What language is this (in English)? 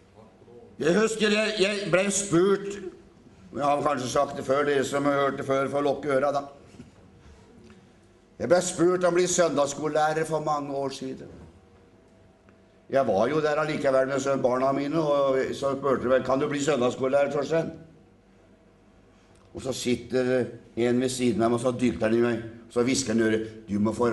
Norwegian